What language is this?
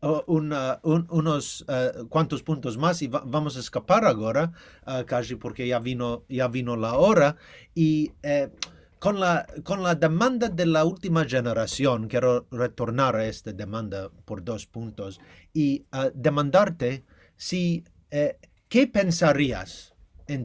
Ladino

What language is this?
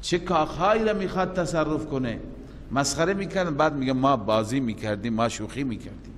Persian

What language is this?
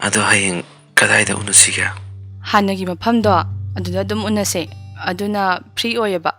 Manipuri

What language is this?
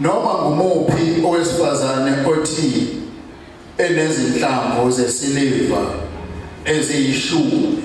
Zulu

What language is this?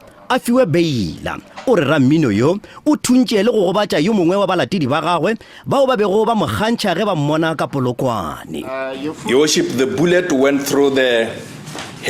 Northern Sotho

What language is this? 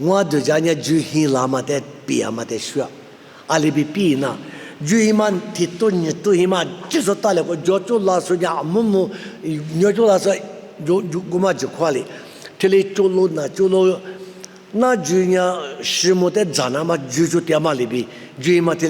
Lisu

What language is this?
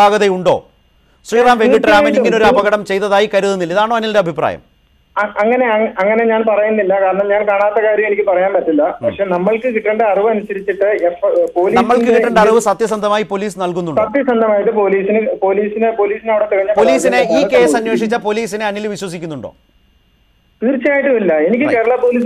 Malayalam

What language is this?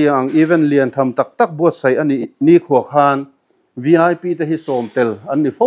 Mizo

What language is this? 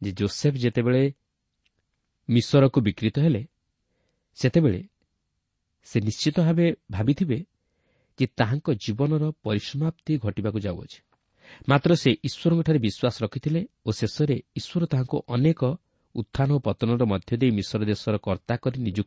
Odia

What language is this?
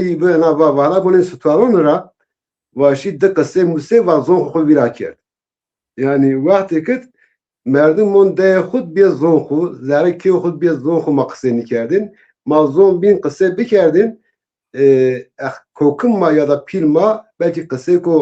Zaza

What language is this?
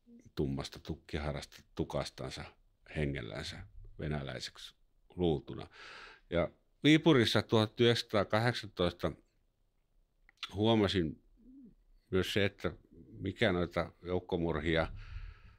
Finnish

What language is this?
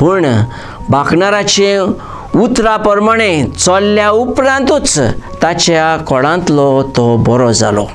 Konkani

